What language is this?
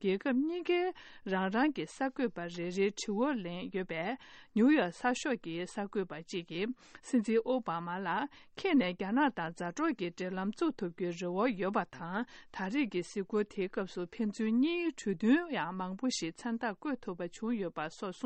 Tibetan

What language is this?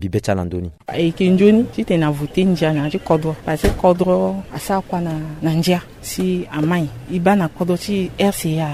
Sango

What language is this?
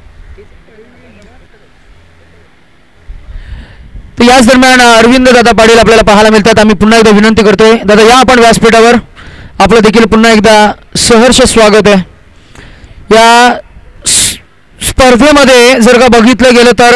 Marathi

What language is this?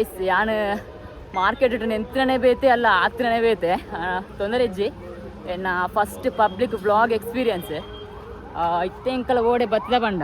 Tulu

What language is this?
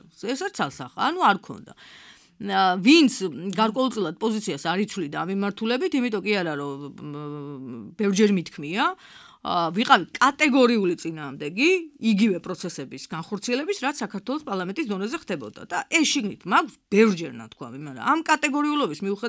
Georgian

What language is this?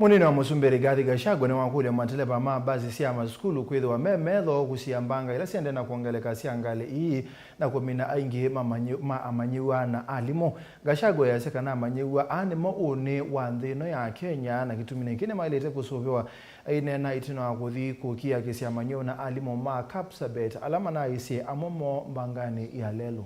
Kamba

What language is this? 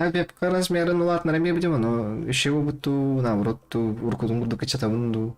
Yakut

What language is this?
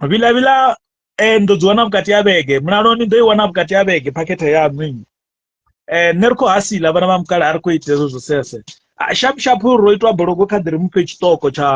Venda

